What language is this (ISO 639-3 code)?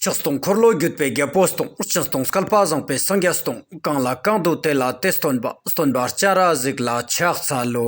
lbj